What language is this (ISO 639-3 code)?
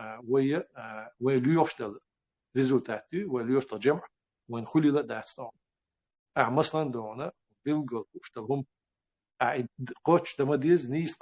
che